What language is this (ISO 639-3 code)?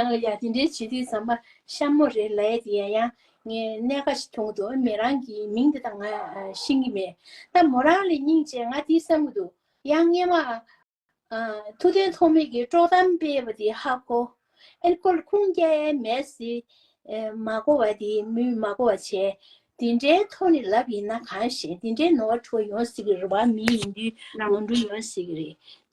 bod